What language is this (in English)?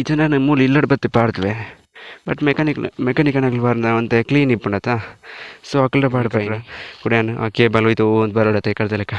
Tulu